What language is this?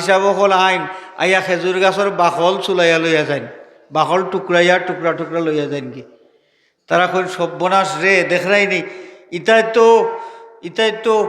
Sylheti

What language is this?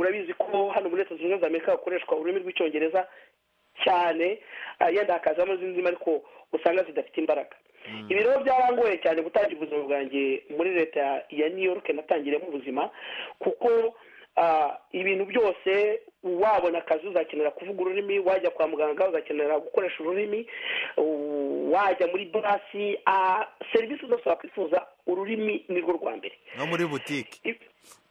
Kinyarwanda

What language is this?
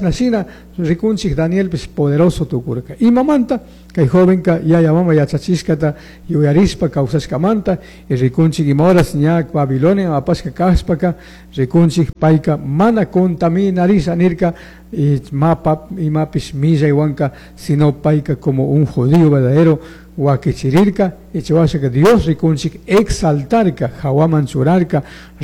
Chimborazo Highland Quichua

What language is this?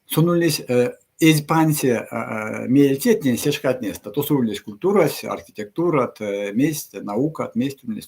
Erzya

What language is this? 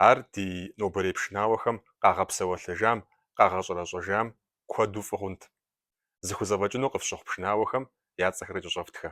Kabardian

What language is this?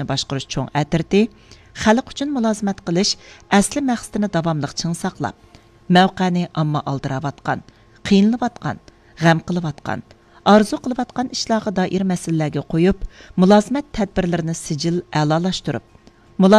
Uyghur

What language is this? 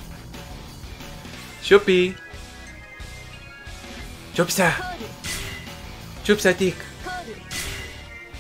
English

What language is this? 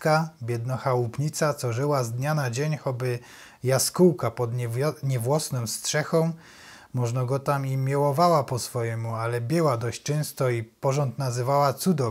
Silesian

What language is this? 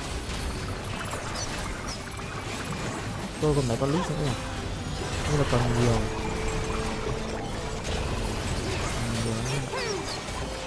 Vietnamese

